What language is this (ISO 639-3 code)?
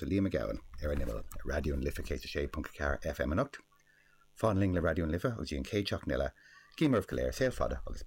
gle